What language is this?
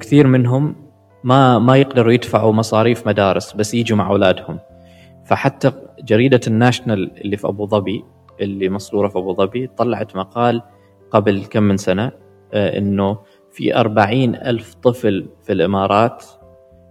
Gulf Arabic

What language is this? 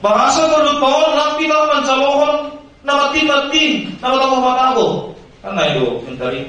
Batak Simalungun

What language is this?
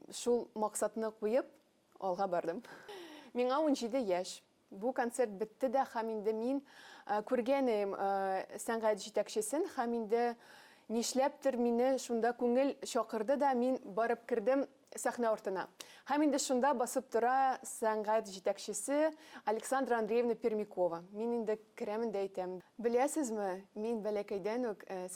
Tatar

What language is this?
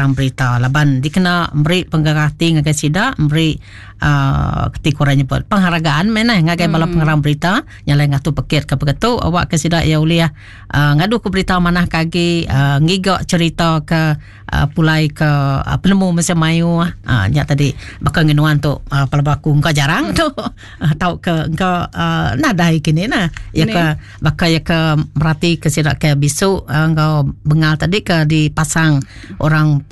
Iban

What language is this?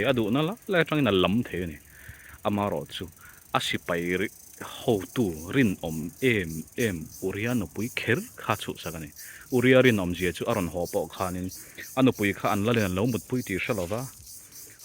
Mizo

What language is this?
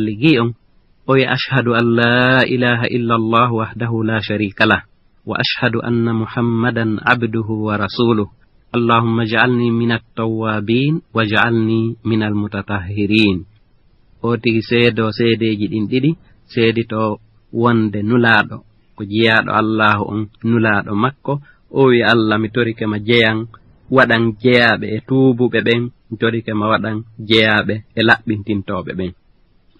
Fula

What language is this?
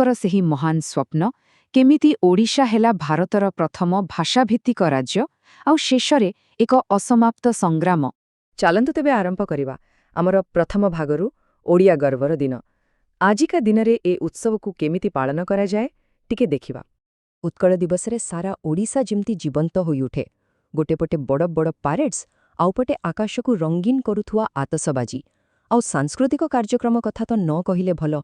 Odia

